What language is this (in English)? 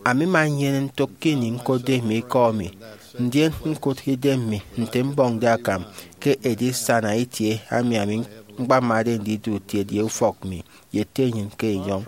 Efik